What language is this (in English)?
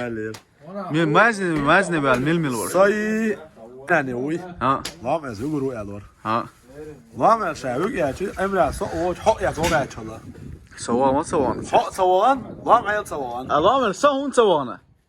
Chechen